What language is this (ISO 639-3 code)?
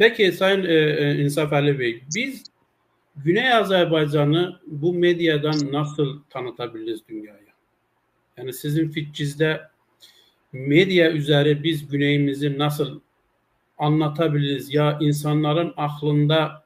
azb